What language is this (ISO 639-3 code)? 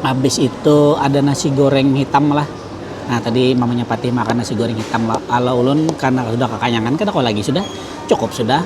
bjn